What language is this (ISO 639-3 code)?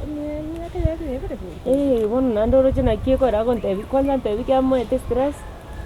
guz